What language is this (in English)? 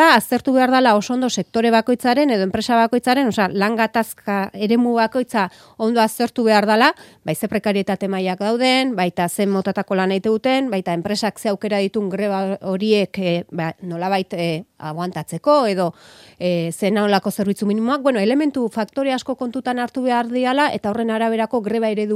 Basque